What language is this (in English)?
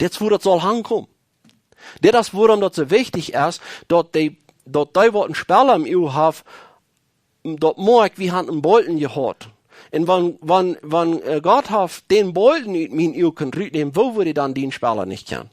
Plautdietsch